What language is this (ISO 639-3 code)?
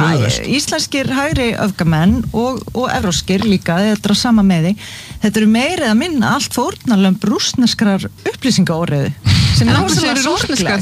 isl